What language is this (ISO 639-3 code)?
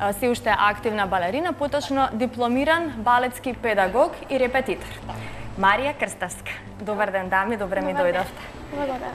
mkd